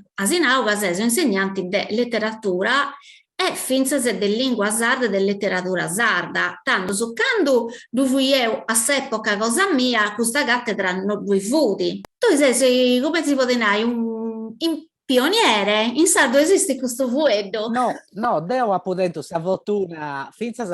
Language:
Sardinian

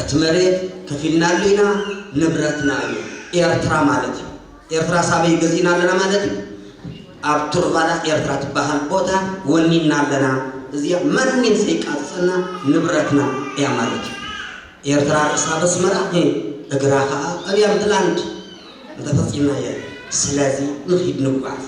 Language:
Tigrinya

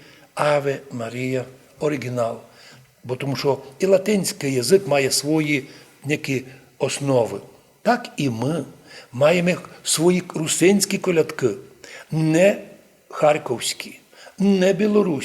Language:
Rusyn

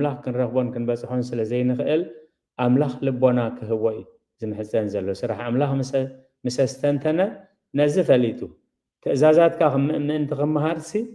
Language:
Tigrinya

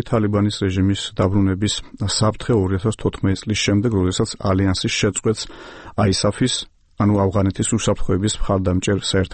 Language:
Georgian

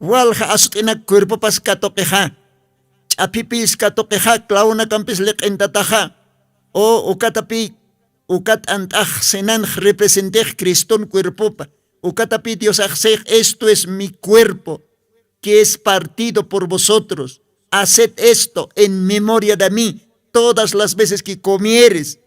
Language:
Aymara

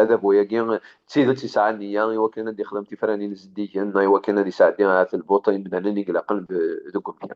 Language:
Kabyle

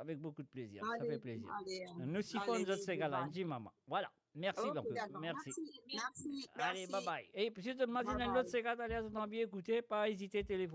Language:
Morisyen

